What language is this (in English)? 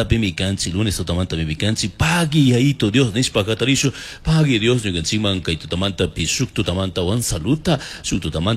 Chimborazo Highland Quichua